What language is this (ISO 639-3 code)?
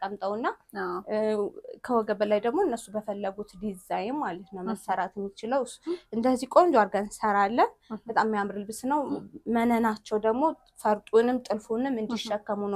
amh